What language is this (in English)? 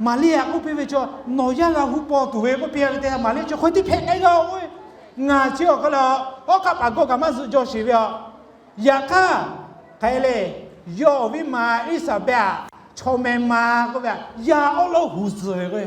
Lahu